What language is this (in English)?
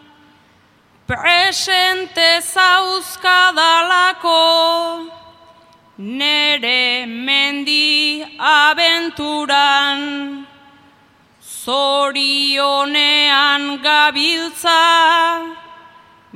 Basque